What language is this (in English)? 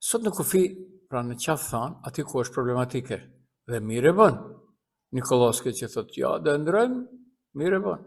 Albanian